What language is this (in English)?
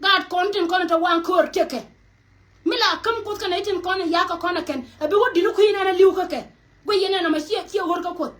Nuer